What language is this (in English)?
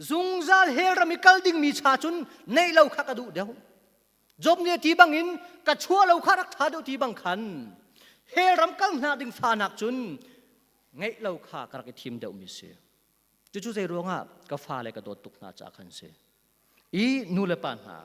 Hakha Chin